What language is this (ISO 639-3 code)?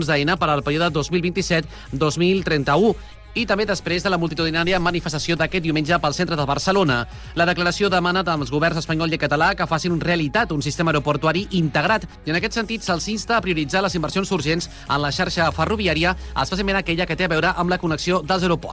cat